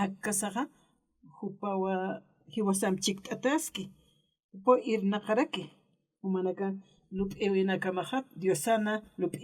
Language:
Aymara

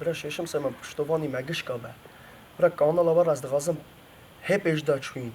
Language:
Kurdish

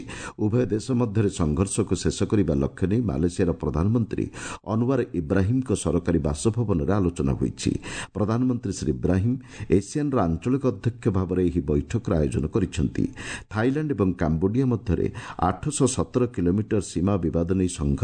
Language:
Odia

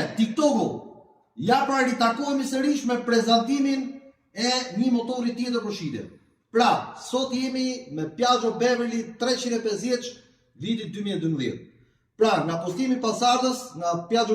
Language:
Albanian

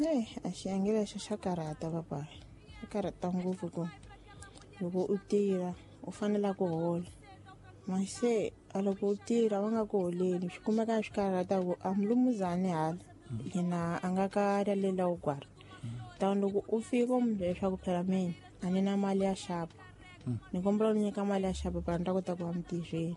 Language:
Tsonga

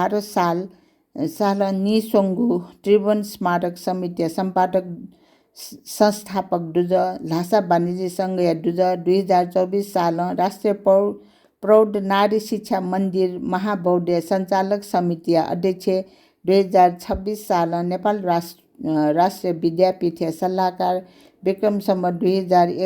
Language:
Newari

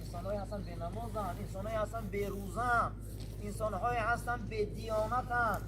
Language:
Tajik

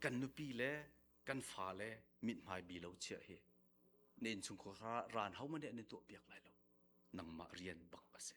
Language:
Hakha Chin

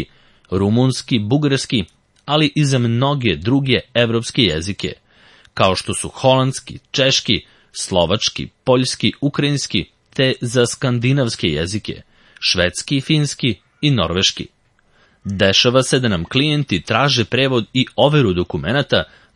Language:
Serbian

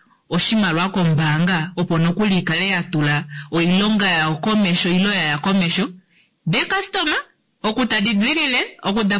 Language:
Kuanyama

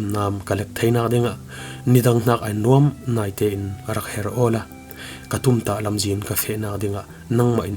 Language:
Falam Chin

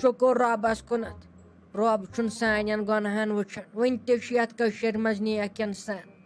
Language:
Kashmiri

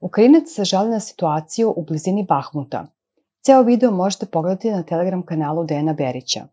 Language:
Serbian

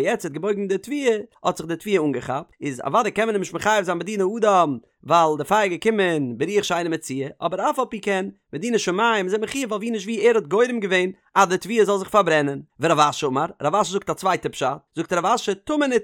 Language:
Yiddish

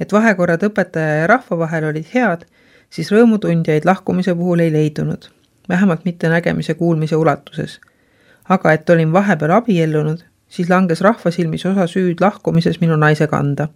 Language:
Estonian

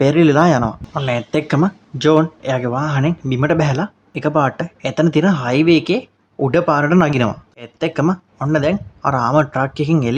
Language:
Sinhala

